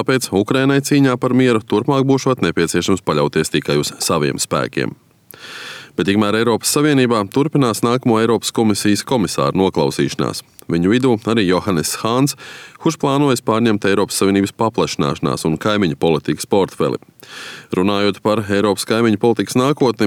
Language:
Latvian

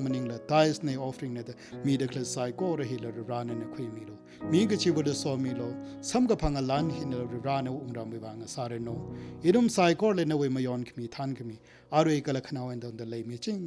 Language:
Tangkhul Naga (India)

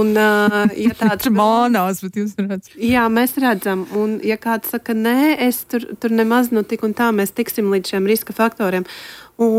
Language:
Latvian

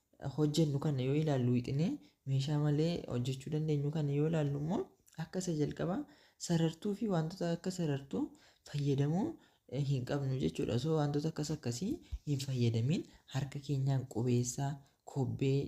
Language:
Oromo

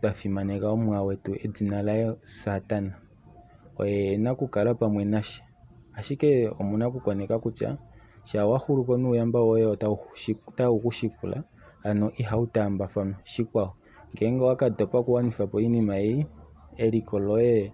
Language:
Kuanyama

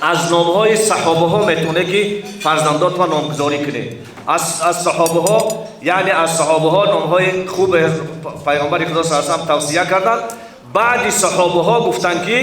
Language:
Tajik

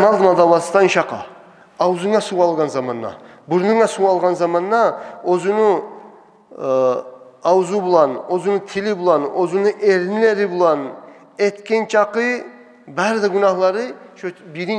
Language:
Kumyk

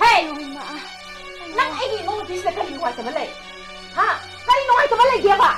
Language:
Manipuri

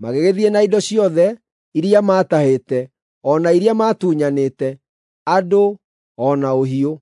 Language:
Kikuyu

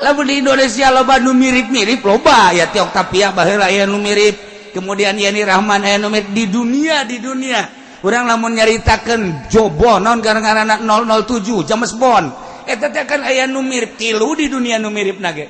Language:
Sundanese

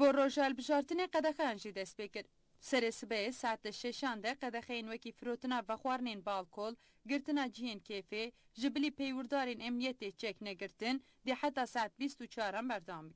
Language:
Kurdish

